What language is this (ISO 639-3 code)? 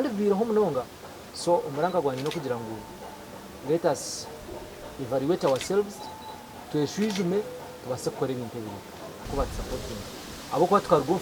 nyn